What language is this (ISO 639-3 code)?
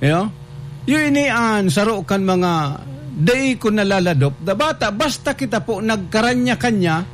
bik